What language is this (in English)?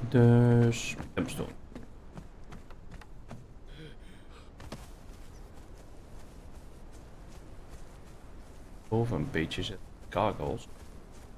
Dutch